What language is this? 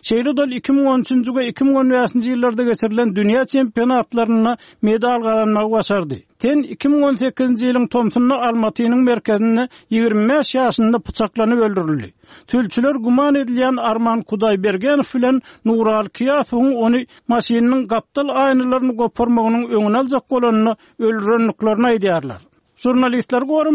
Turkmen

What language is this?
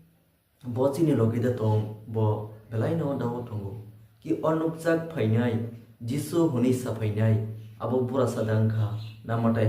Kok Borok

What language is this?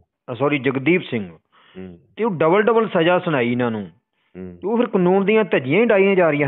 Punjabi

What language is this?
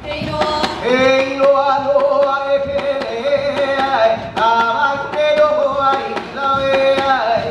Hawaiian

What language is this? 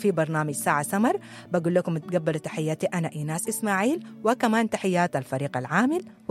Sudanese Arabic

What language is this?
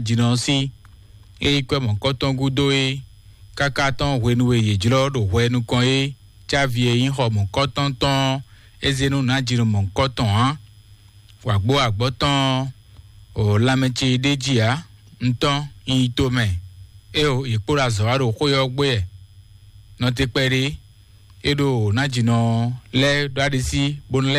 Fon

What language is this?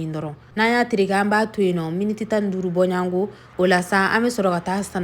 Bambara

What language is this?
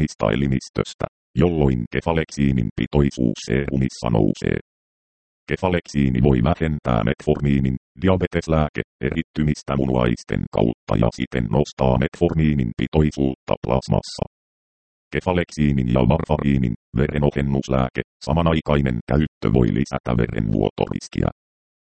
Finnish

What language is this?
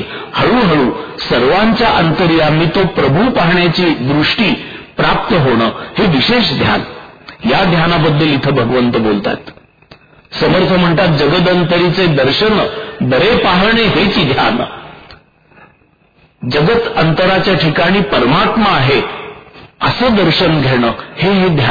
Marathi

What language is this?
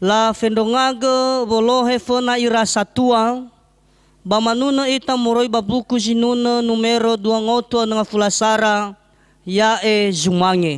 Nias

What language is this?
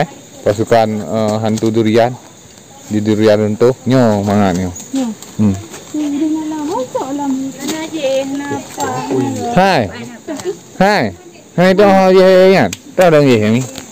Achinese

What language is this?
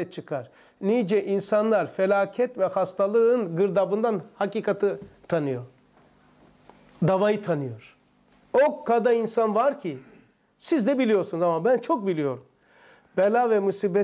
Turkish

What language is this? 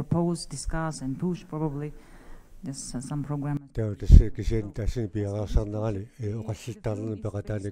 Kalaallisut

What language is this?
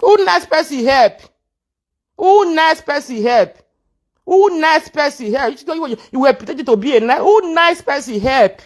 Nigerian Pidgin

